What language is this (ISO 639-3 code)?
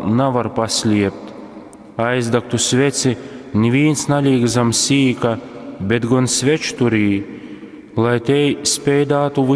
ltg